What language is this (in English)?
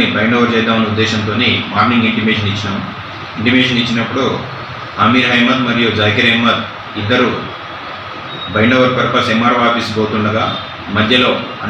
Telugu